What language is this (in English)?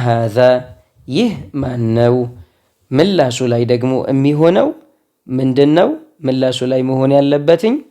Amharic